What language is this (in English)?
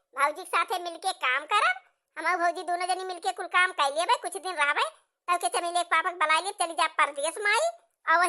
Awadhi